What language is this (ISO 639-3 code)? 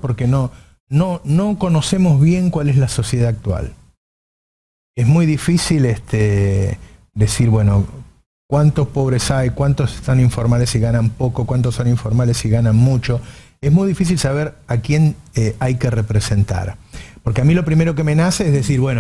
spa